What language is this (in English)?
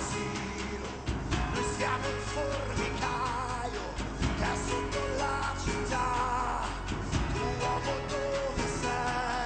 Italian